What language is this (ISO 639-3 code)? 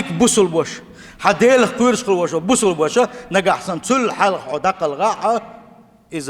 che